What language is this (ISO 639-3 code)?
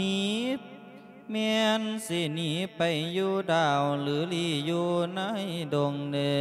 lao